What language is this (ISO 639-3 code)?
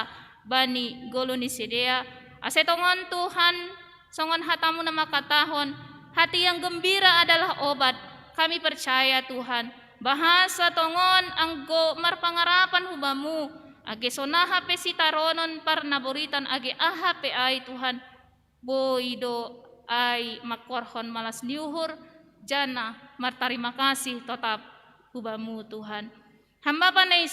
bts